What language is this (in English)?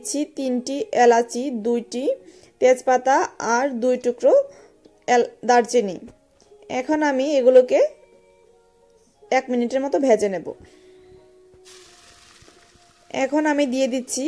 Bangla